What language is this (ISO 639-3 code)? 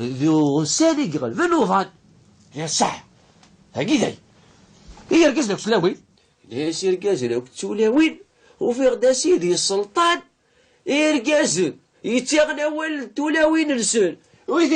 kab